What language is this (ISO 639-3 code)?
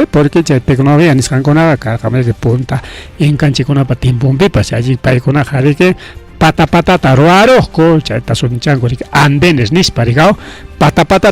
quy